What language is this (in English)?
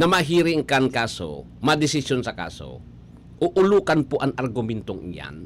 Bikol